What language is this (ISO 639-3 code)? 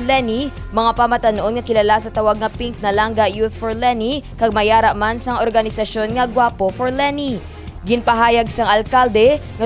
hil